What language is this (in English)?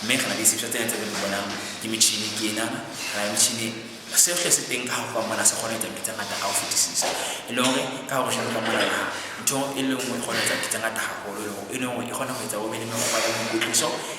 Southern Sotho